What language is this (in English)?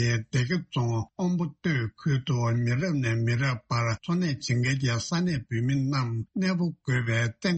Tibetan